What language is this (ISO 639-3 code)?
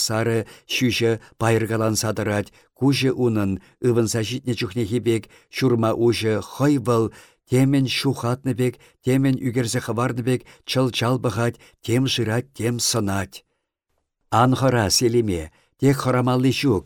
chv